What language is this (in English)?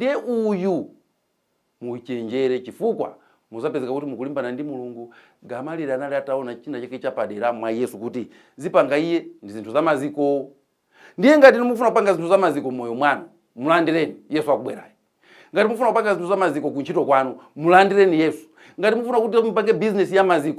Nyanja